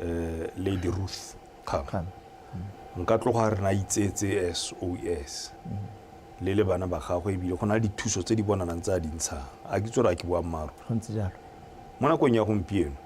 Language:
Tswana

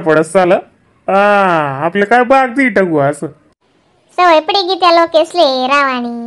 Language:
Khandesi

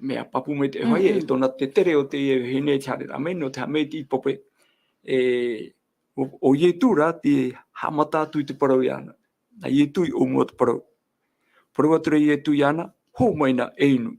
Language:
Tahitian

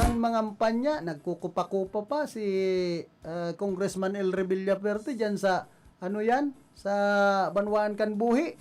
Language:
Bikol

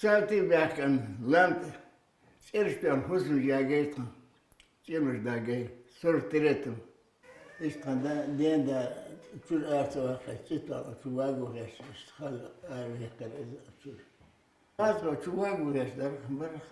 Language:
Chechen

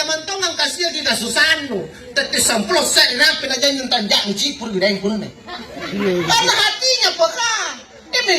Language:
Makasar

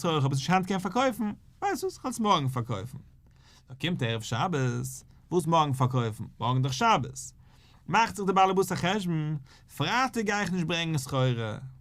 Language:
Yiddish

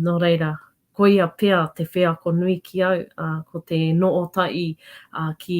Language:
Māori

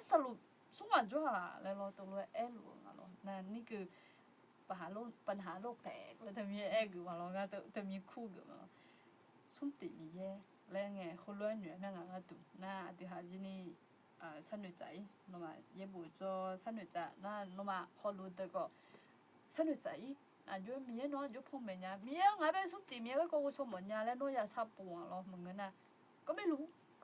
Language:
Akha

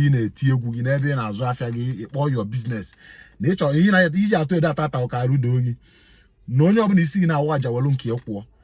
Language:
Igbo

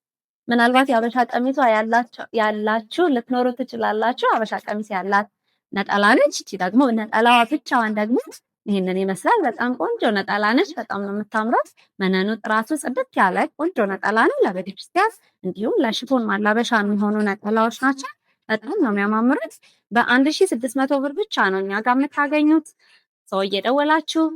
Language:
Amharic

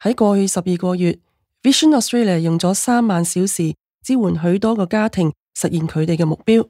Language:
Cantonese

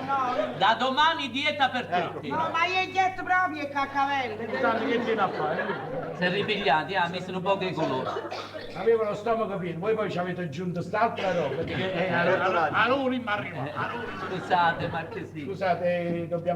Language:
Neapolitan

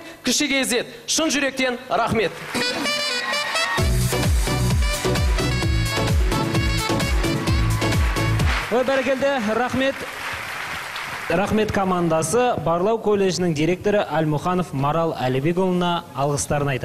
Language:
Kazakh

